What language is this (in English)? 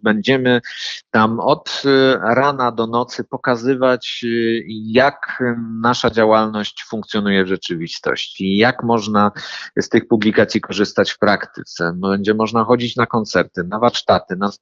Polish